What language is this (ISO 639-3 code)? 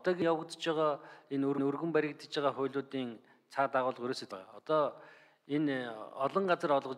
mon